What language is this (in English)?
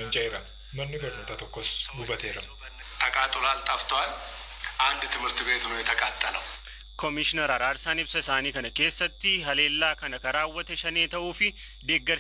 Oromo